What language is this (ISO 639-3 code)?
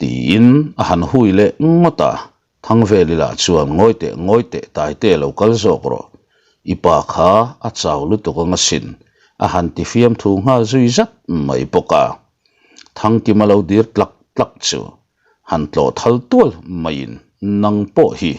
lus